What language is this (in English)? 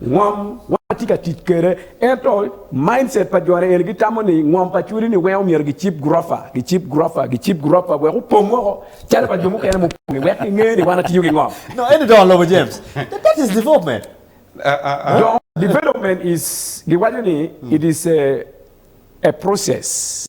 Acoli